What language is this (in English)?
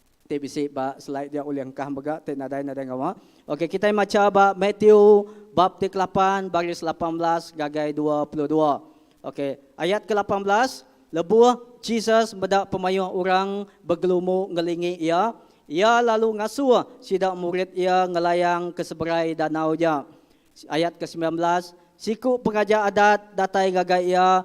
Iban